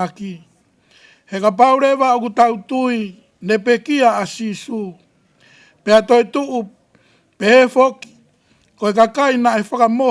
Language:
Tongan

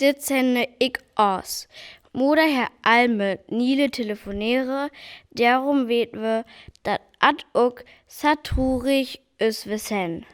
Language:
Northern Frisian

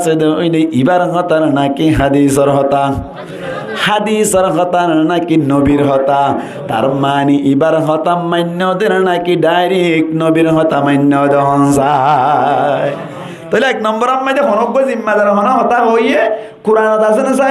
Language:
Rohingya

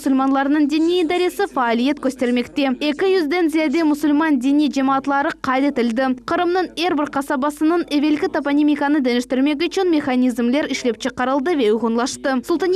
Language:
Crimean Tatar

